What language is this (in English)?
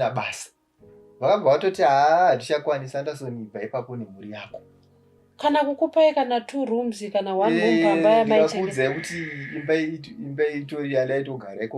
Shona